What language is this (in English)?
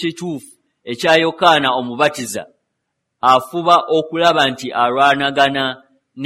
Ganda